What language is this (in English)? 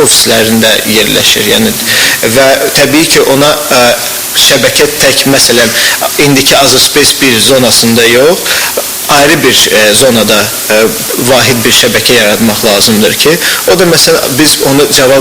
Azerbaijani